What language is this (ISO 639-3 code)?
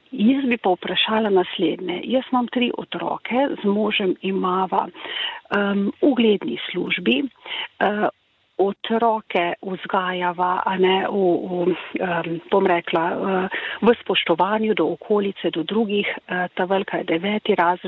slv